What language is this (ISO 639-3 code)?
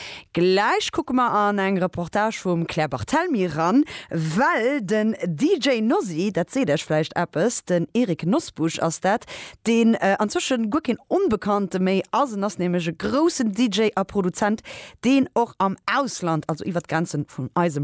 ltz